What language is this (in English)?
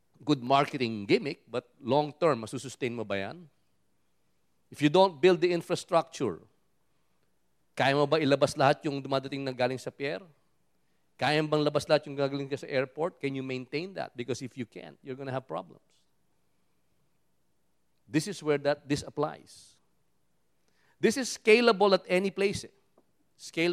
Filipino